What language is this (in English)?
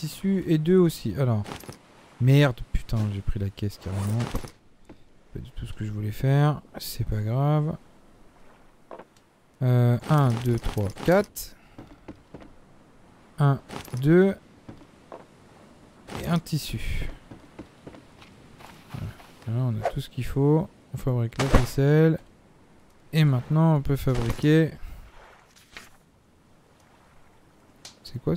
French